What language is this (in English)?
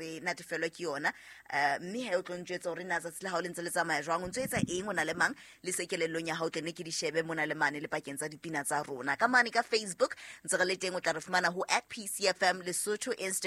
Southern Sotho